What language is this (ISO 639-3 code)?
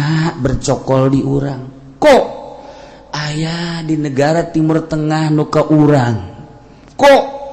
sun